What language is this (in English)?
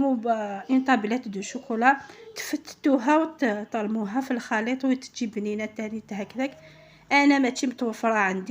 Algerian Arabic